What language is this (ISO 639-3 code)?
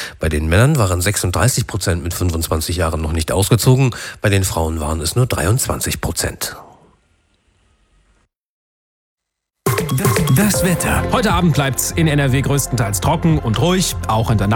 deu